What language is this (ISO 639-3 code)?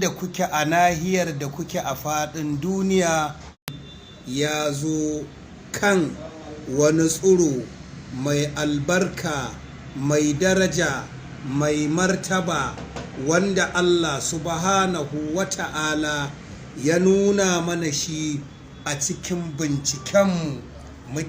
hau